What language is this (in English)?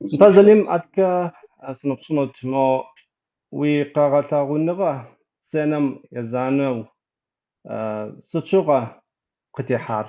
Kabardian